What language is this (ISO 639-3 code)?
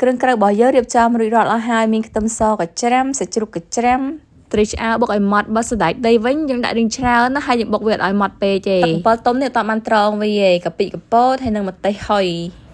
khm